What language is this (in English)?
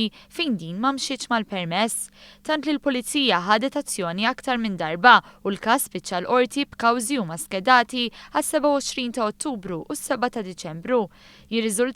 Maltese